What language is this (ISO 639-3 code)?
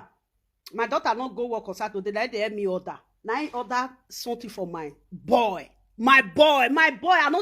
pcm